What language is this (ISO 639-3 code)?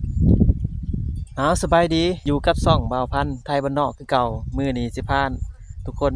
lao